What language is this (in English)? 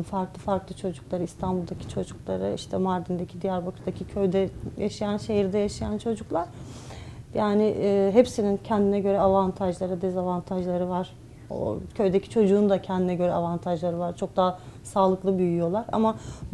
Turkish